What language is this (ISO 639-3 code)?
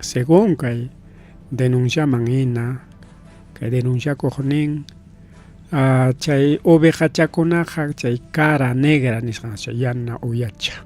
quy